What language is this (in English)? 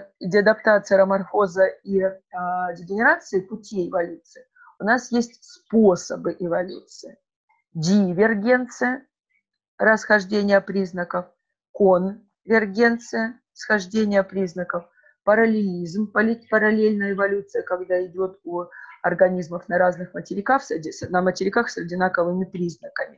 Russian